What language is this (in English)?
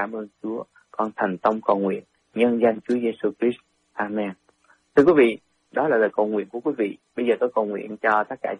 Vietnamese